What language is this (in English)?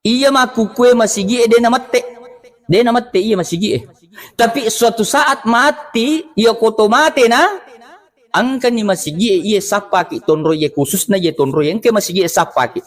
Buginese